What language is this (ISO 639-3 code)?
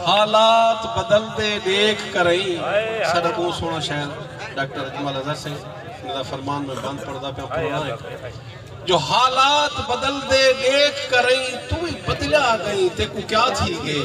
skr